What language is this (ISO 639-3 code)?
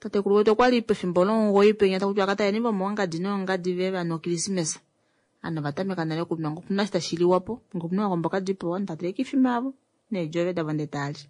kua